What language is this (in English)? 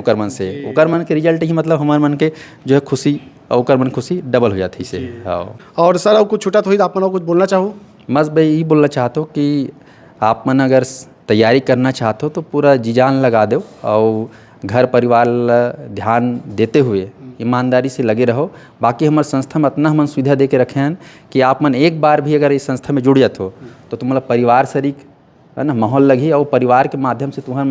Chhattisgarhi